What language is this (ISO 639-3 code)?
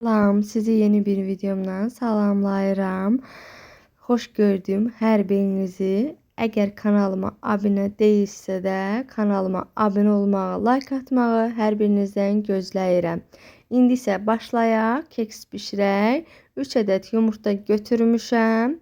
aze